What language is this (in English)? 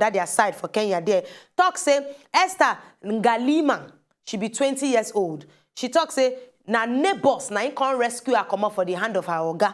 Nigerian Pidgin